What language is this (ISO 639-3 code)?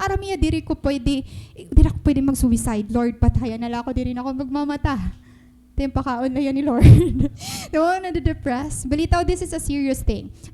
war